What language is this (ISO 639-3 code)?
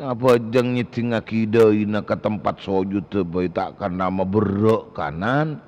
mad